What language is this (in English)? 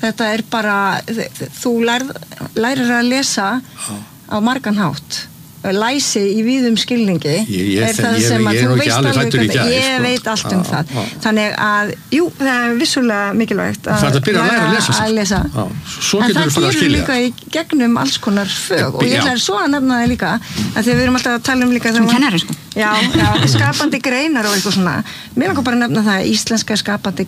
Icelandic